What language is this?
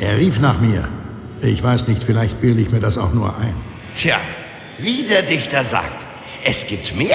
Bavarian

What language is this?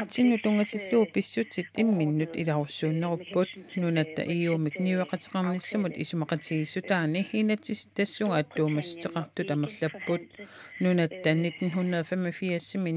Kalaallisut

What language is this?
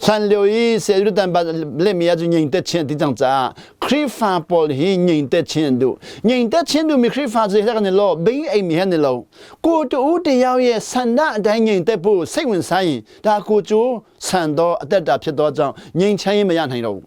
Hakha Chin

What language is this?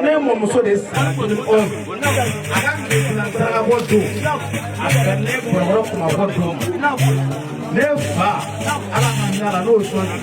Bambara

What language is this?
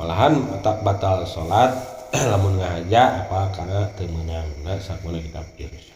Sundanese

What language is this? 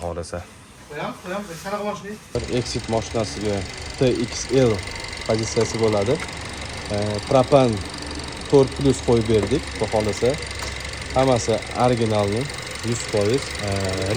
Uzbek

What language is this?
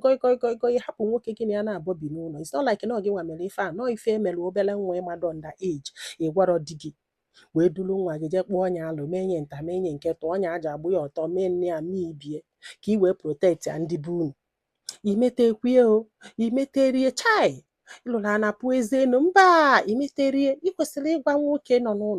Igbo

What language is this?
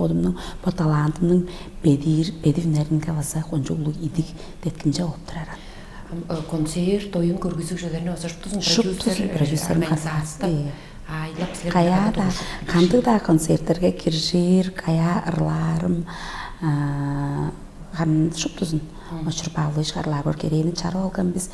Tuvinian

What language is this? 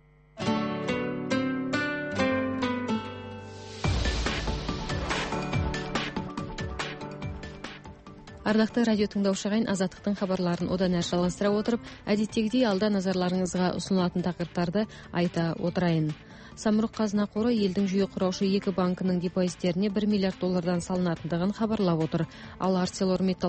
Kazakh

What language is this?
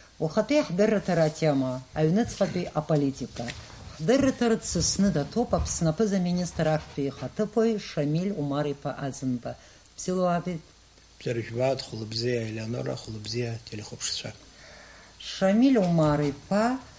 Abkhazian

